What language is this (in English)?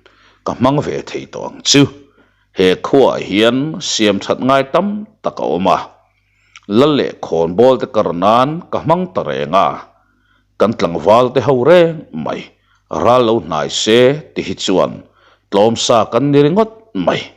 Mizo